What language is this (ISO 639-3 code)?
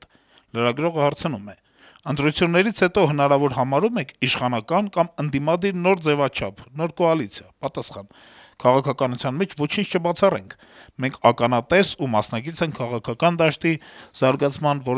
hye